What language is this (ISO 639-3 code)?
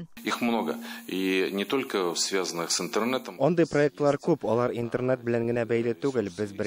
tat